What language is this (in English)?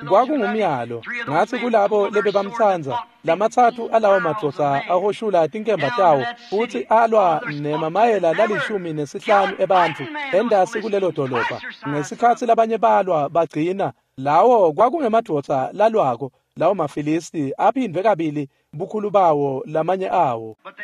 Swati